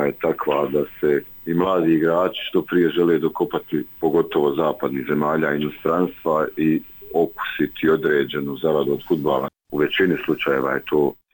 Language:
Bosnian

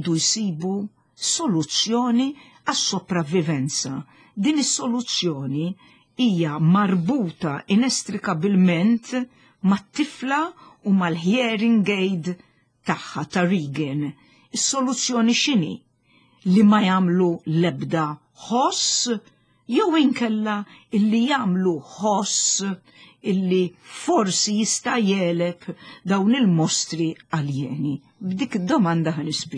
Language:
Maltese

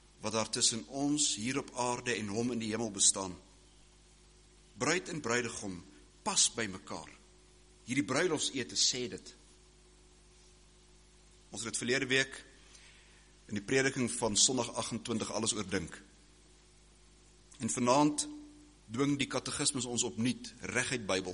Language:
Afrikaans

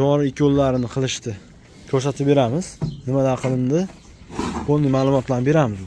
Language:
Uzbek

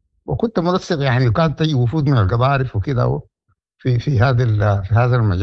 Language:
Sudanese Arabic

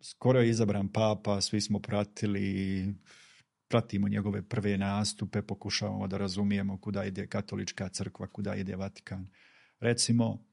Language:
Bosnian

